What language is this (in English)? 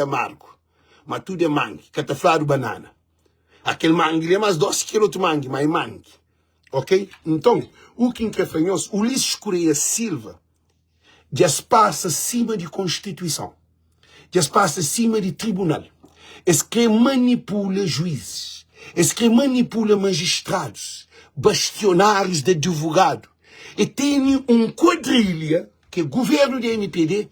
Kabuverdianu